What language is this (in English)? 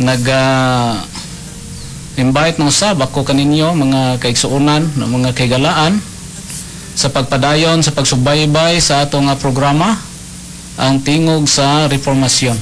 Cebuano